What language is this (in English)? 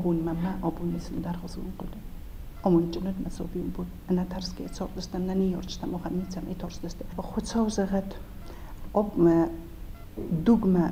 Ossetic